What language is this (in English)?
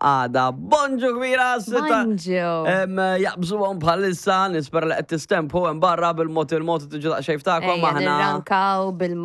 Maltese